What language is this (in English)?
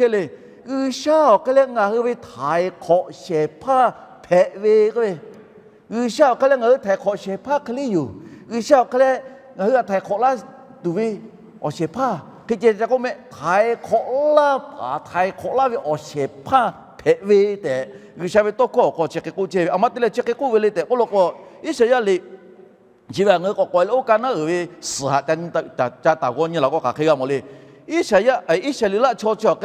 Lahu